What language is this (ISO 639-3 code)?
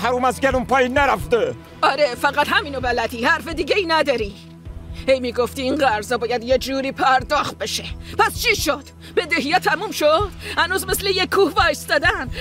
fas